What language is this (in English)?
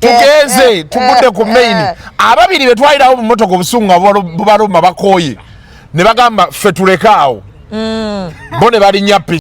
Ganda